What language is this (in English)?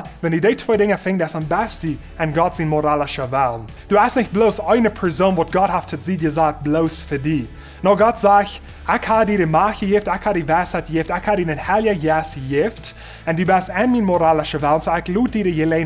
Plautdietsch